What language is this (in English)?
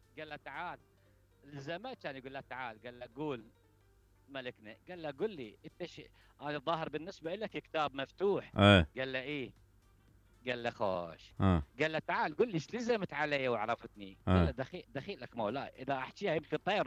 Mesopotamian Arabic